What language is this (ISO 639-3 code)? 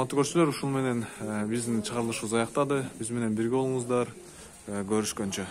kir